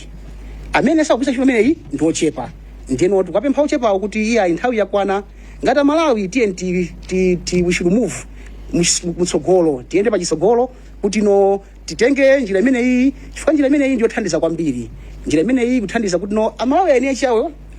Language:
Nyanja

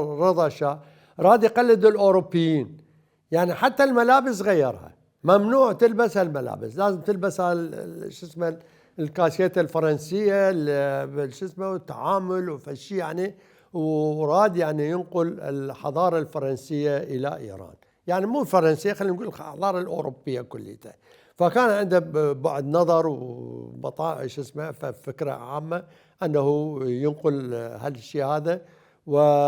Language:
Mesopotamian Arabic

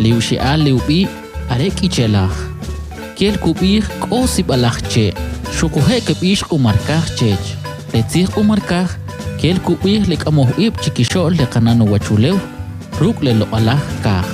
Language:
Kʼicheʼ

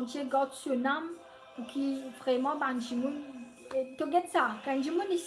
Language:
Morisyen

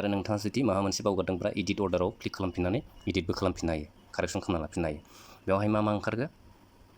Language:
Bodo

